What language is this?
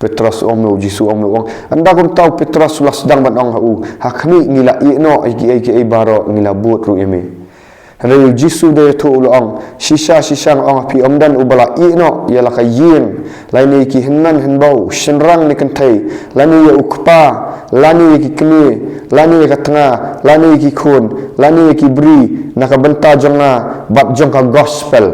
Khasi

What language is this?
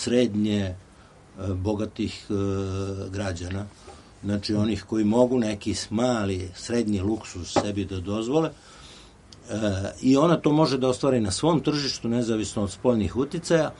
Serbian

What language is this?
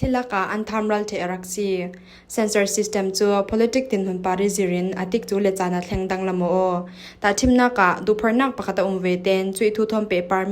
Falam Chin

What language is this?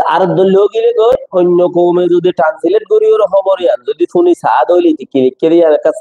Rohingya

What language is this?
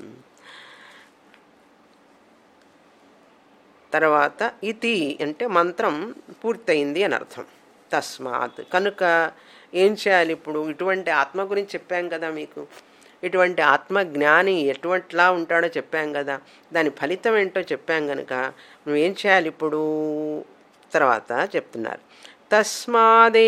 Telugu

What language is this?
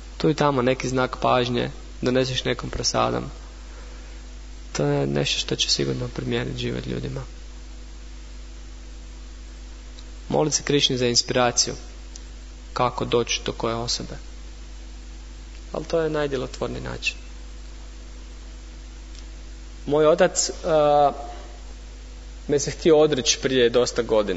Croatian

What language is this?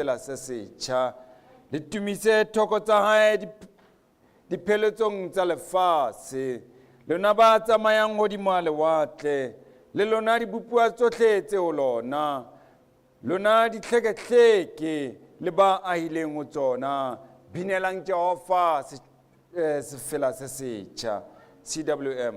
Southern Sotho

